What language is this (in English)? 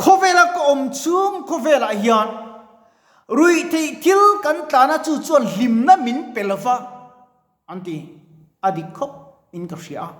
Mizo